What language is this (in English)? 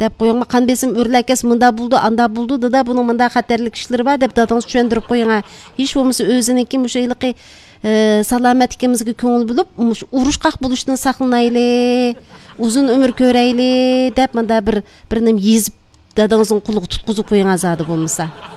Uyghur